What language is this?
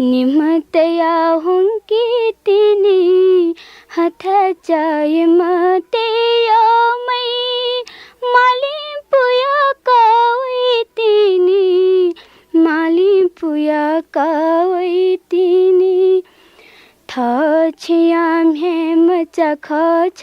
Newari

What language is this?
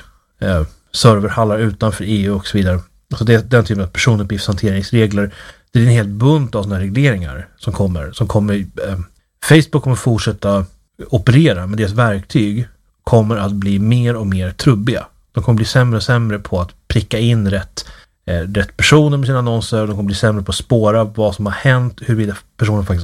Swedish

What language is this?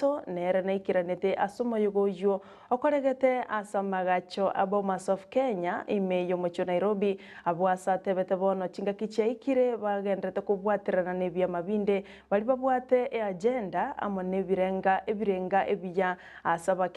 Gusii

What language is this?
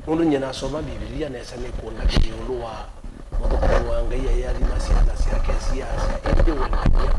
Kamba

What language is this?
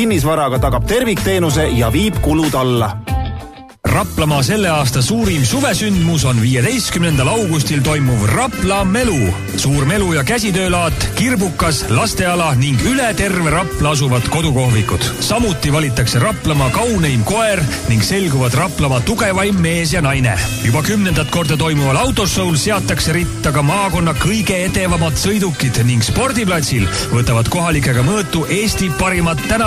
Estonian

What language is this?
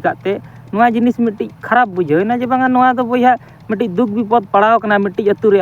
Santali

